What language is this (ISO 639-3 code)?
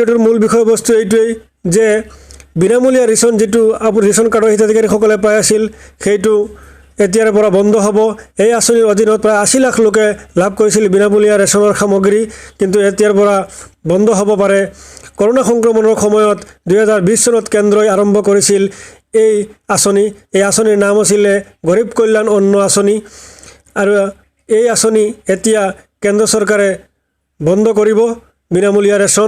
asm